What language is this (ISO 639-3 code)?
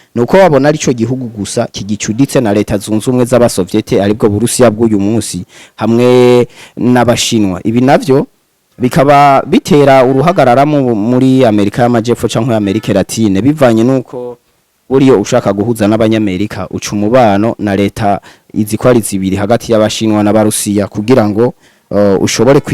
run